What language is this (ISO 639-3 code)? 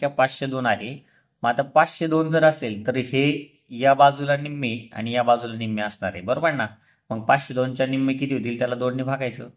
mar